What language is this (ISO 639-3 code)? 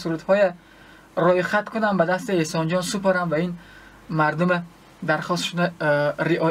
tgk